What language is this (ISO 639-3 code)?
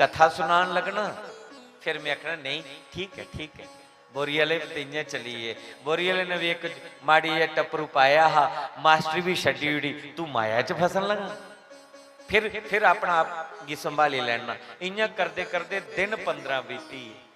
doi